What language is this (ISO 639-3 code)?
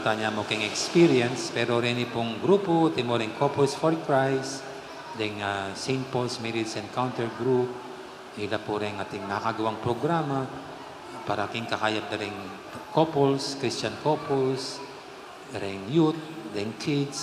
pam